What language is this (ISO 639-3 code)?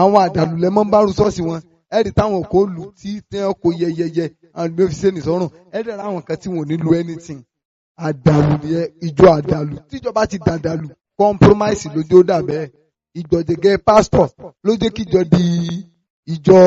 yor